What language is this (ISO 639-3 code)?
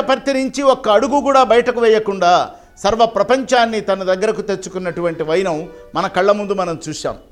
tel